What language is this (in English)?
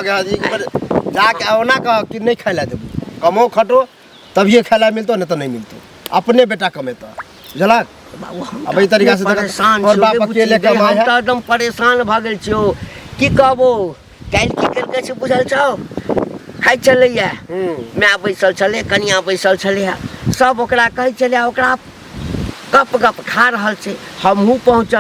Maithili